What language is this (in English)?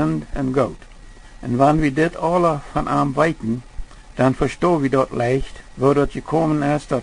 Plautdietsch